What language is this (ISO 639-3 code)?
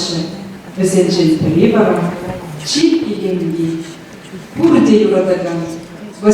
chv